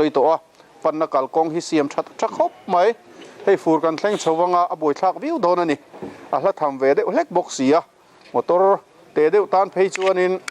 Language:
Mizo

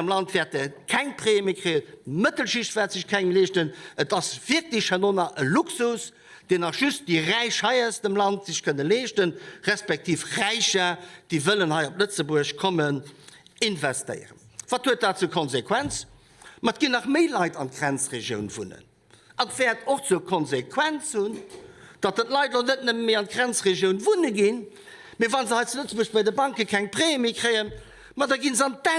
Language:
Luxembourgish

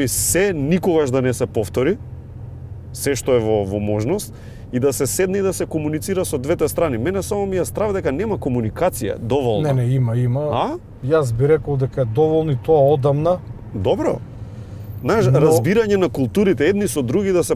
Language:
Macedonian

